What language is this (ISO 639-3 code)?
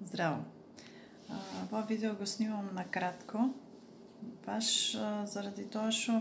mkd